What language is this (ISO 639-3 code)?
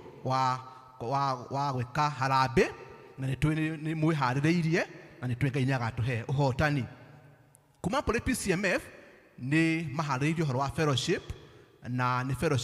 kik